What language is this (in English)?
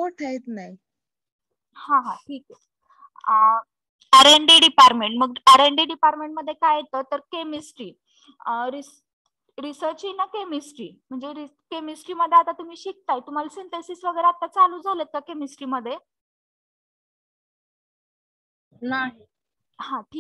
Marathi